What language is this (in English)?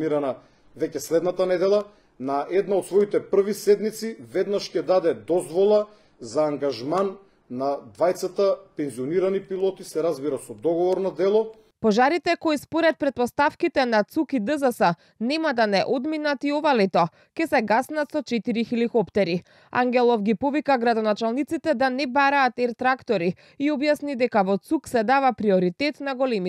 Macedonian